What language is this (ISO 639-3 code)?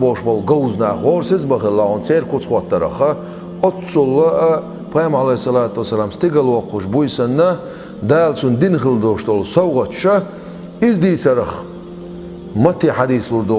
che